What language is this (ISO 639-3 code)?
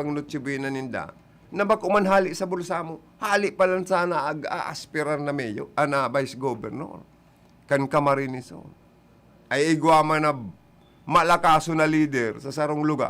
bik